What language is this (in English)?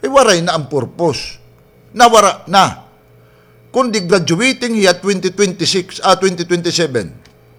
Waray